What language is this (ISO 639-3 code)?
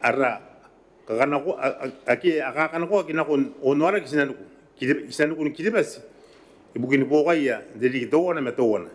gil